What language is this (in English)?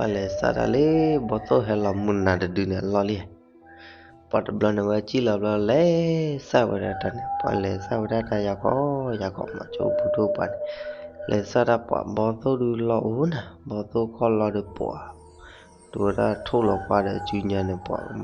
S'gaw Karen